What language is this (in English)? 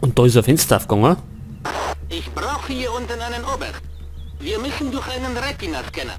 Bavarian